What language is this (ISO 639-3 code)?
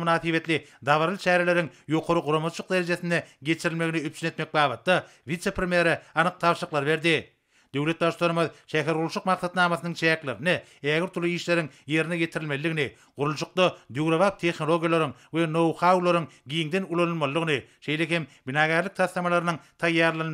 tuk